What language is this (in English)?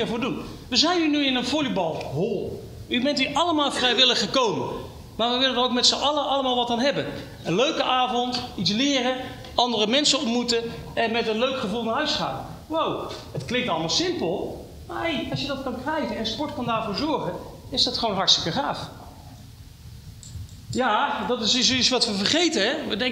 Dutch